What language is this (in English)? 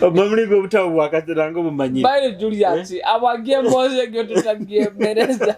Nyoro